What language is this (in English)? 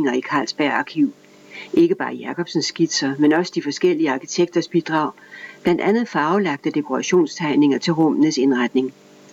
Danish